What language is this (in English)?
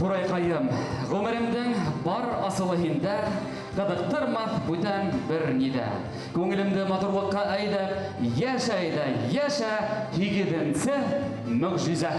Bashkir